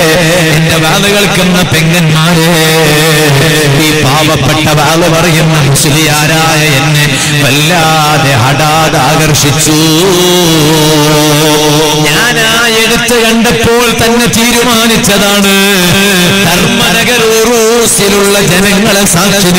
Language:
Malayalam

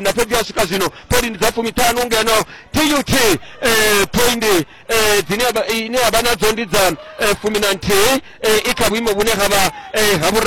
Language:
Venda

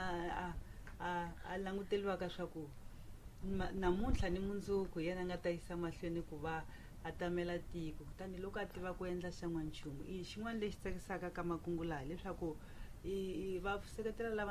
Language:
Tsonga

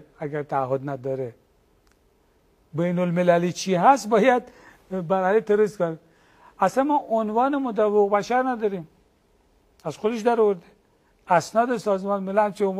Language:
Persian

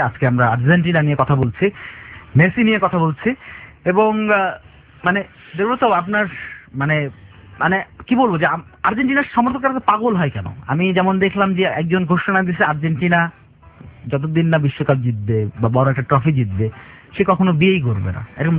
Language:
Bangla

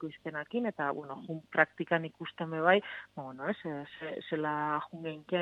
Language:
Basque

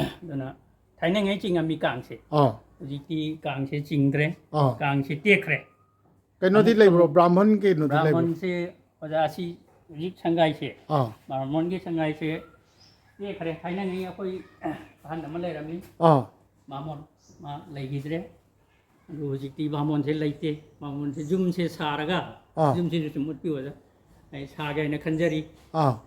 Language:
Manipuri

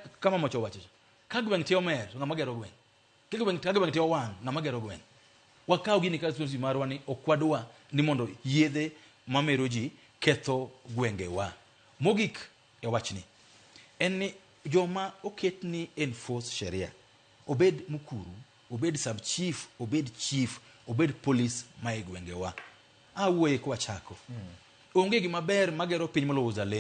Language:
Luo (Kenya and Tanzania)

